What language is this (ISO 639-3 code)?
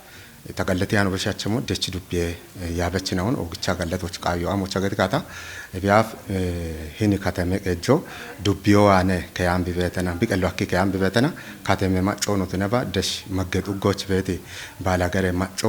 kbr